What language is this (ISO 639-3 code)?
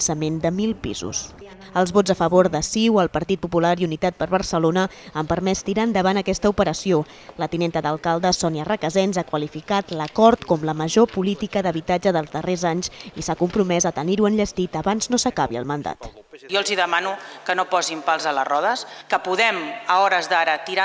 cat